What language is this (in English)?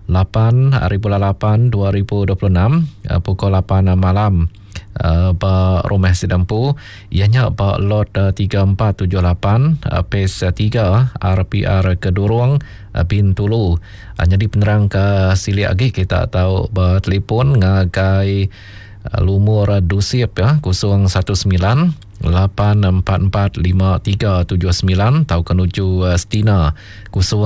Iban